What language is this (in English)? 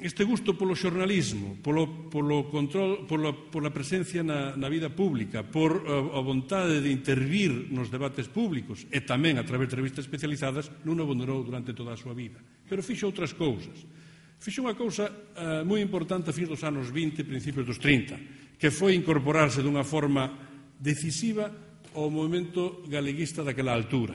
Galician